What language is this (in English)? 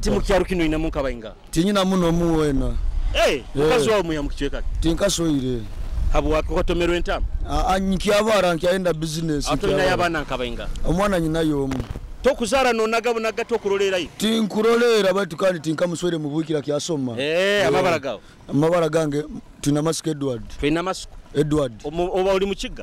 Nyoro